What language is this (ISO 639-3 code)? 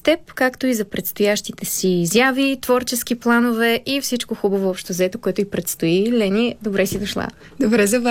bul